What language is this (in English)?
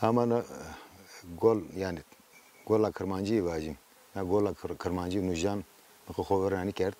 Zaza